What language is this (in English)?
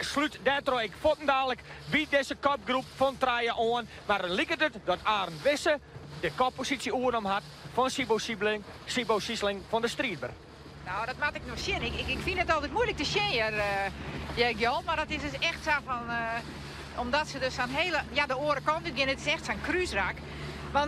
Western Frisian